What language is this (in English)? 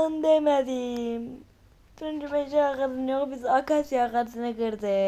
Azerbaijani